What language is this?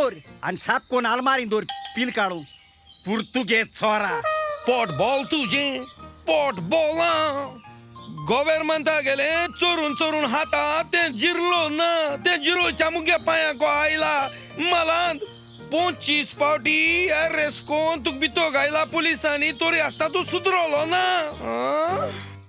Konkani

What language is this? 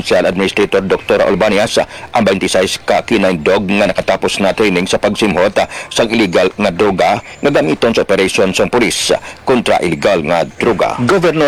Hiligaynon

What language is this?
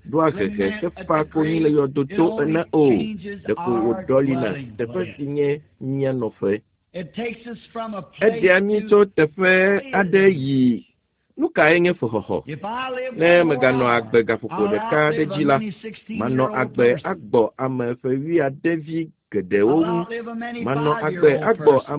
Ewe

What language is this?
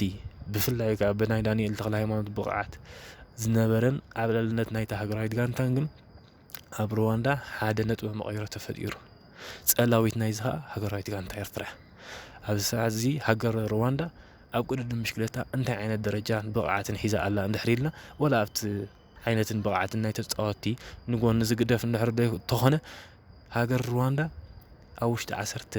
Tigrinya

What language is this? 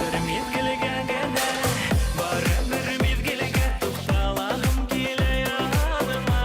Bashkir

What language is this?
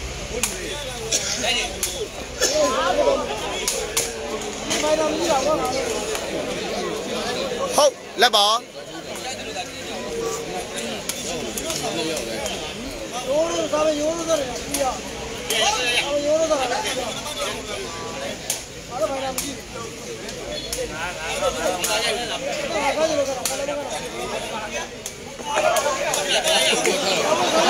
Burmese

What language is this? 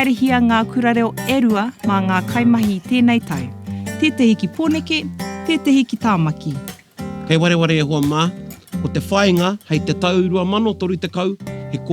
Māori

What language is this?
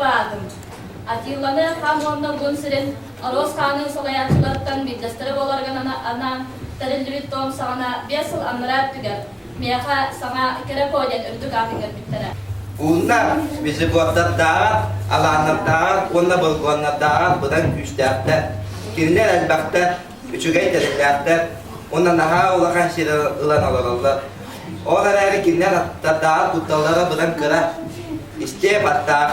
Yakut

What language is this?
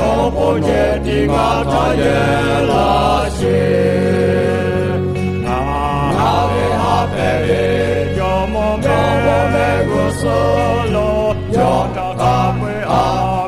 Lahu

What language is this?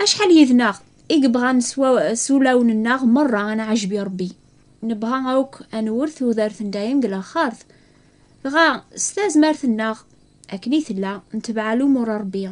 Kabyle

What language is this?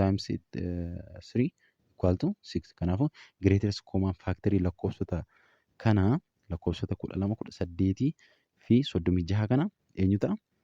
Oromo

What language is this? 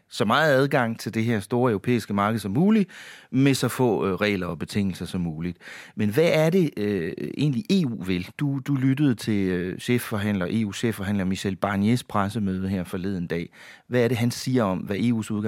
Danish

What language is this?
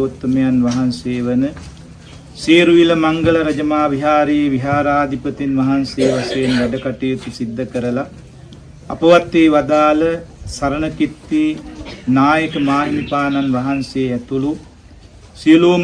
Sinhala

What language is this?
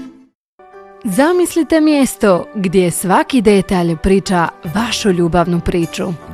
Croatian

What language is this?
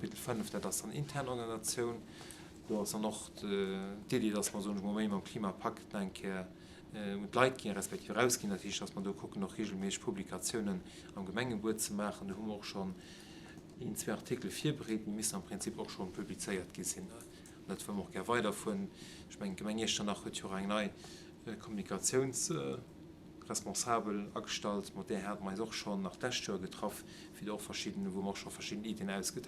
Luxembourgish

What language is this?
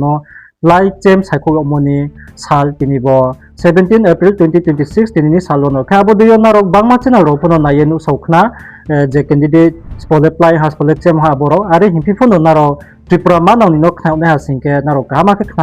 Riang (India)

